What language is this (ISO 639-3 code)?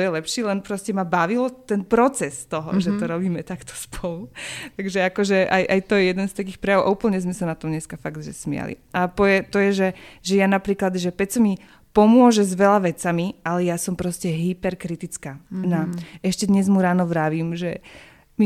slk